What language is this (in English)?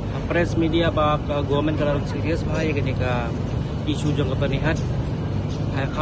Khasi